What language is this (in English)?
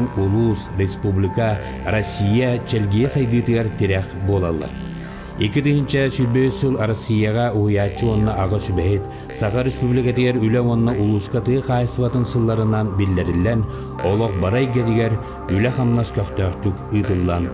Yakut